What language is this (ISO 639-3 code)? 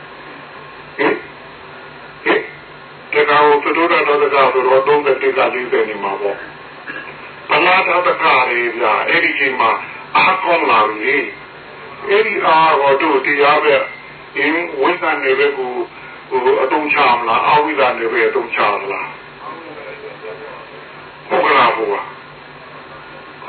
mya